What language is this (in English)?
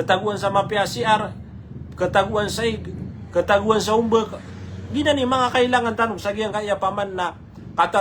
Maranao